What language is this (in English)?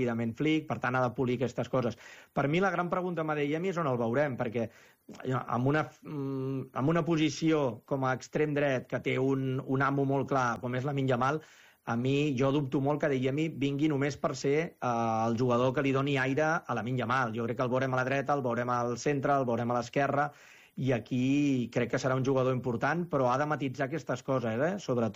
Catalan